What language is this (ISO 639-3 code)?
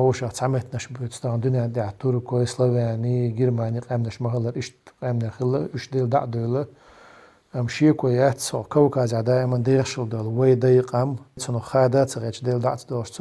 che